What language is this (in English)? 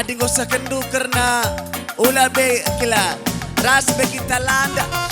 Batak Karo